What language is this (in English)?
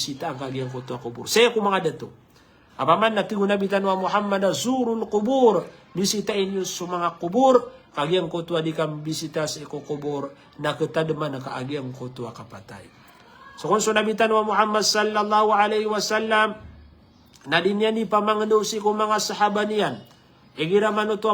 Maranao